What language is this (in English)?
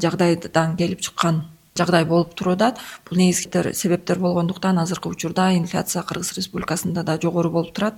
Kyrgyz